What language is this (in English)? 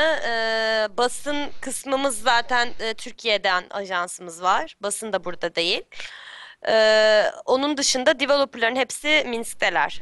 Turkish